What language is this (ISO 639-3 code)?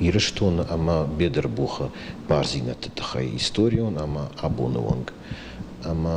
oss